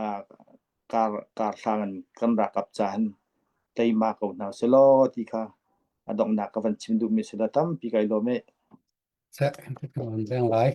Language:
Falam Chin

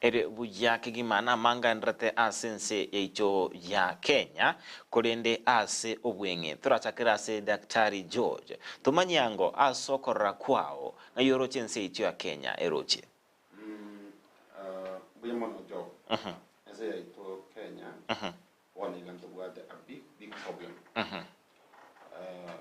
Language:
Gusii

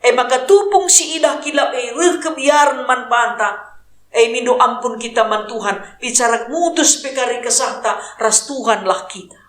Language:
Batak Karo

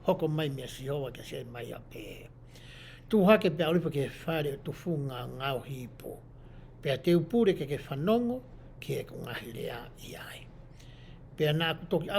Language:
Tongan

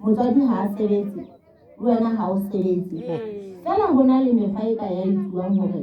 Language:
Southern Sotho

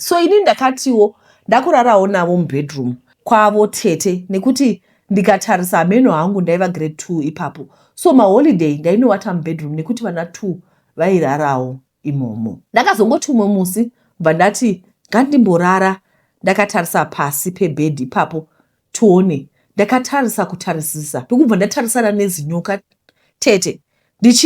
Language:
Shona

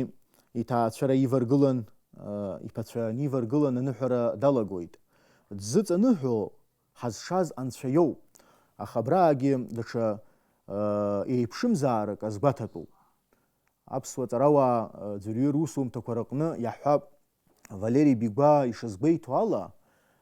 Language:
Abkhazian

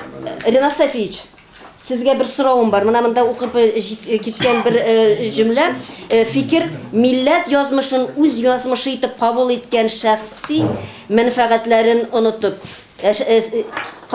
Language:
Tatar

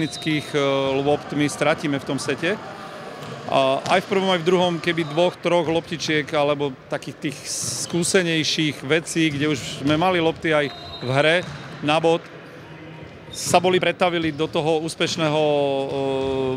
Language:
Slovak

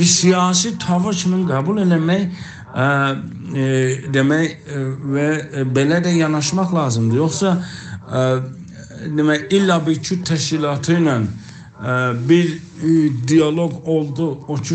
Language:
South Azerbaijani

